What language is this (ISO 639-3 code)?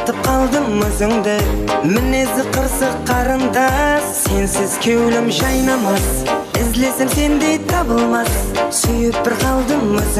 kaa